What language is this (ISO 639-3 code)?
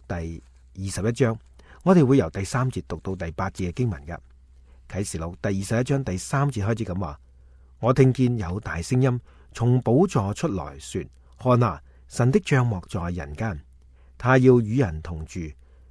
yue